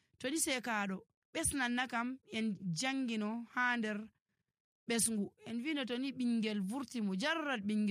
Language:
Nigerian Fulfulde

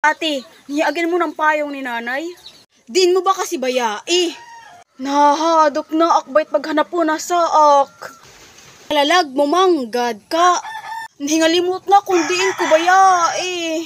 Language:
Waray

